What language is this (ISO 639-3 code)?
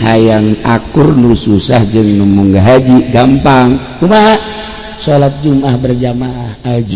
sun